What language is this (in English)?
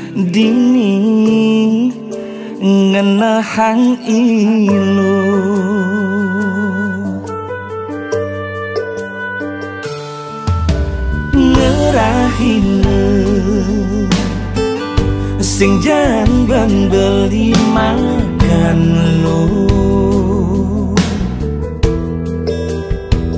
Balinese